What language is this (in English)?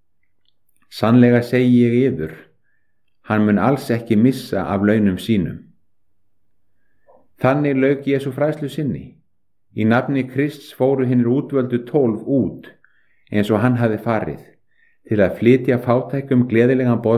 Icelandic